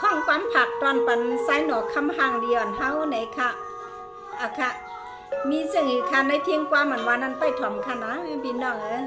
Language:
Shan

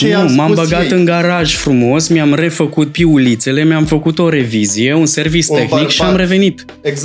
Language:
Romanian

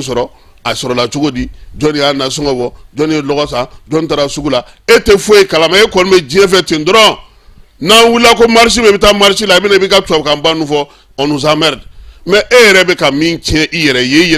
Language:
Bambara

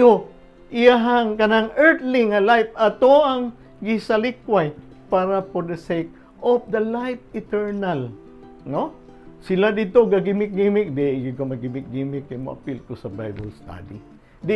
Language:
Cebuano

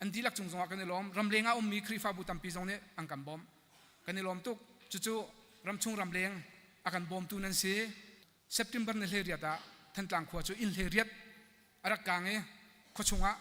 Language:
Hakha Chin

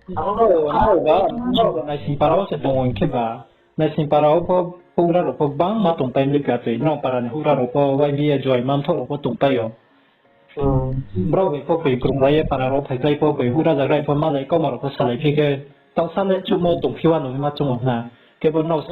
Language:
Riang (India)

